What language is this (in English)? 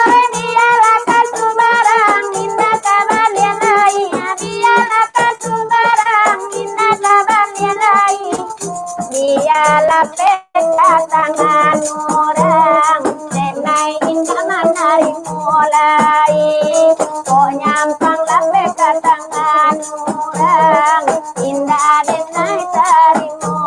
Minangkabau